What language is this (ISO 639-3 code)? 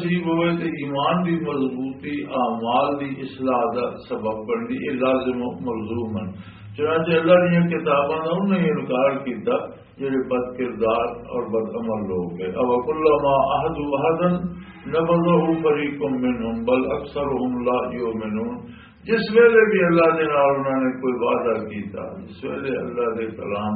lah